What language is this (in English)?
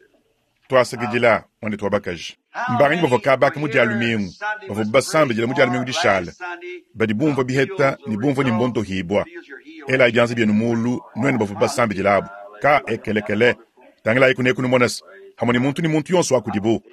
Luba-Lulua